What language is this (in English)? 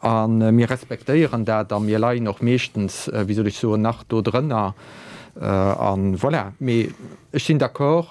Luxembourgish